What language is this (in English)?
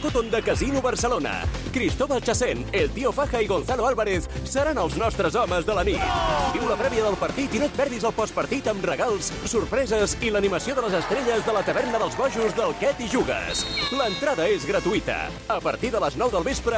Catalan